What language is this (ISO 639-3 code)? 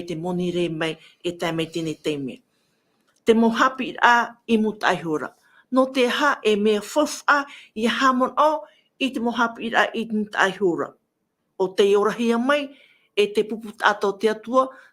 tah